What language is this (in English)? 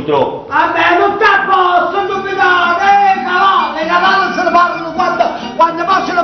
Neapolitan